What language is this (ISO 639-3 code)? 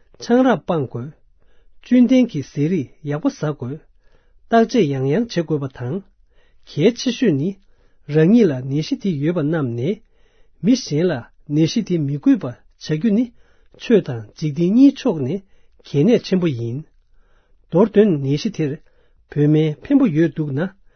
bod